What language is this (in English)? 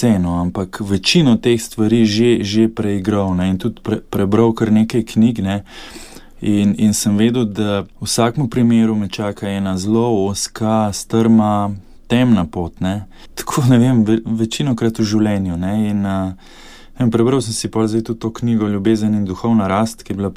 Slovenian